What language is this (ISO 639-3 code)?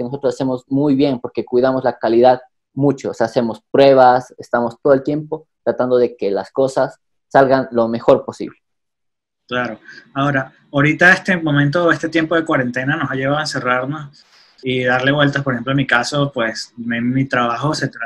spa